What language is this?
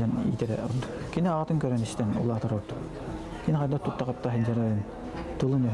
Yakut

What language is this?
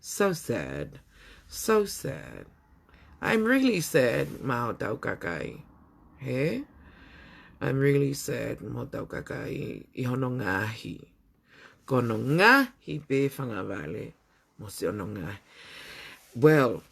Tongan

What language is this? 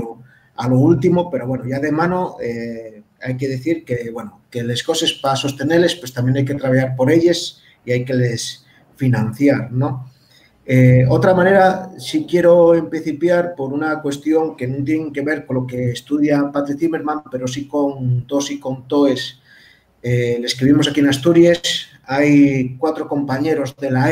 Asturian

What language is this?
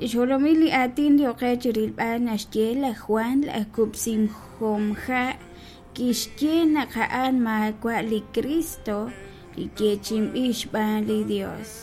Kekchí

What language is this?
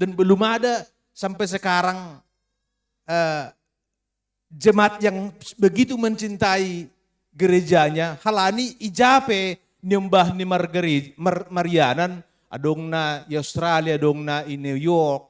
Batak Simalungun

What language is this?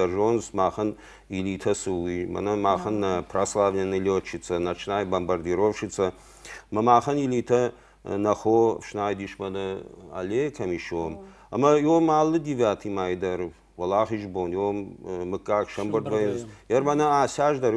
Ossetic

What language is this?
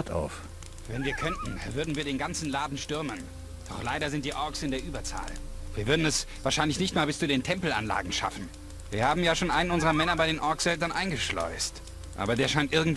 Bavarian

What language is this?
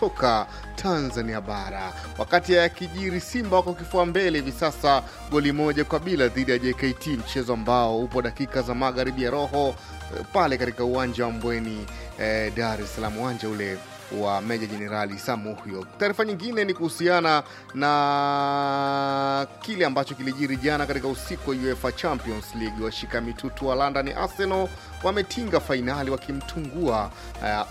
Swahili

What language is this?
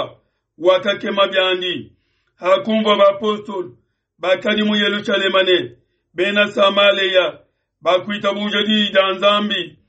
Luba-Lulua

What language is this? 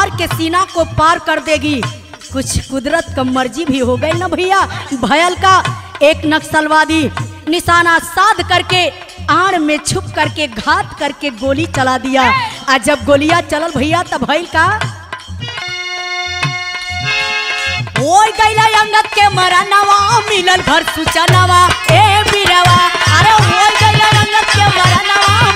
Bhojpuri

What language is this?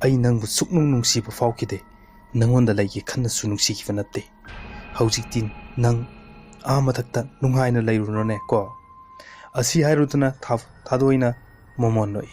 Manipuri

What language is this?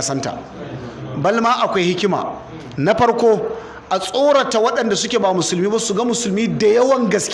Hausa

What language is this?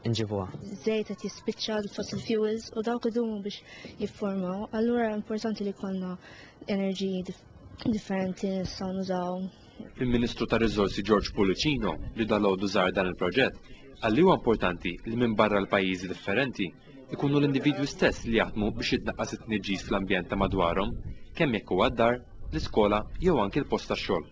Maltese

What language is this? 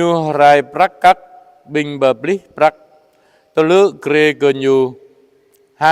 Jarai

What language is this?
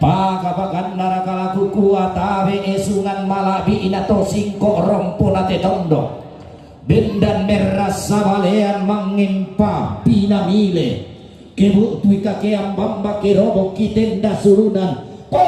Toraja-Sa'dan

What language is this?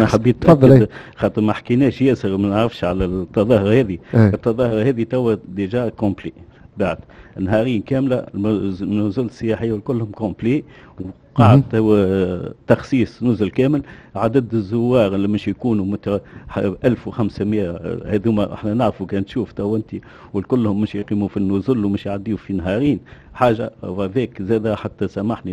Tunisian Arabic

